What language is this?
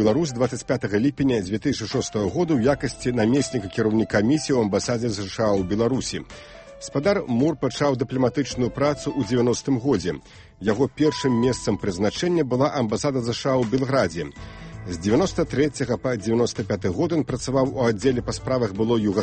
Belarusian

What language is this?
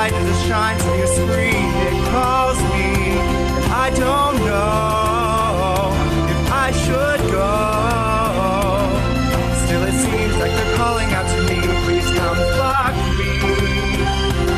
English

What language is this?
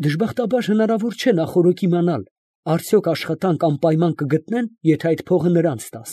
Armenian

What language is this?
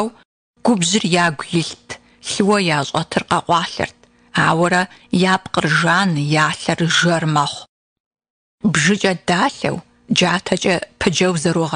Kabardian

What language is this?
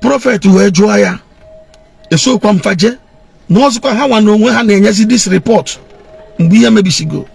Igbo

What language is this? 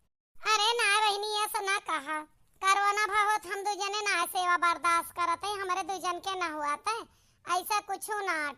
Awadhi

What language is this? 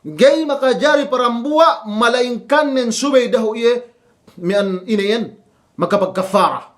Yakan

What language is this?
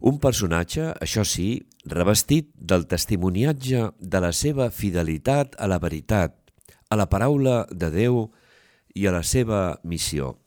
Catalan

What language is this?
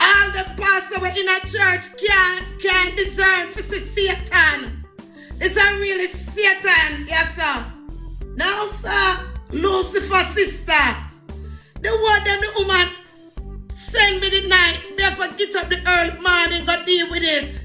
Jamaican Creole English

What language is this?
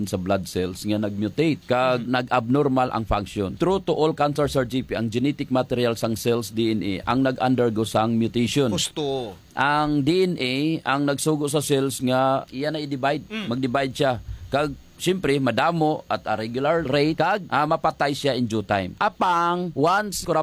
Hiligaynon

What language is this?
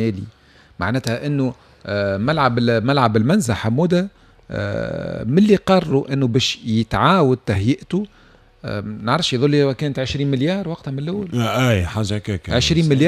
Tunisian Arabic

